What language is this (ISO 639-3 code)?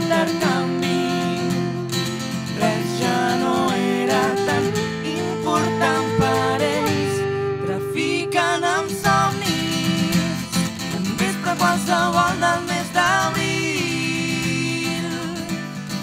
cat